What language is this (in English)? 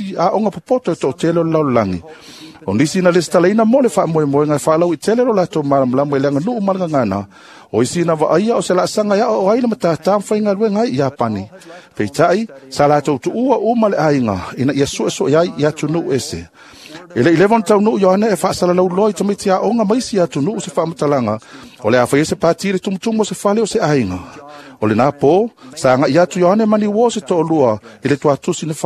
Samoan